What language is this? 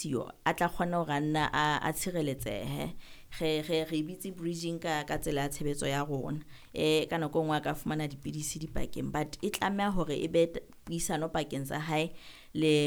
Southern Sotho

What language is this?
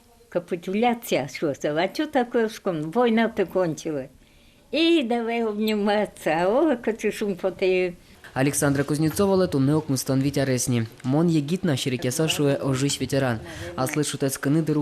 Udmurt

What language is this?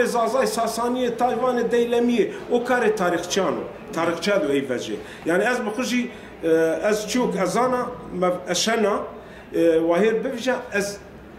Zaza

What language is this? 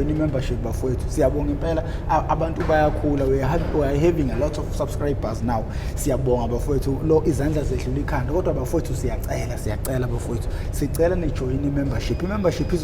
Zulu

